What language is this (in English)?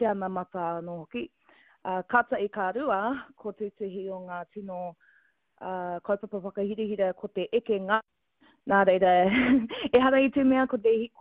Māori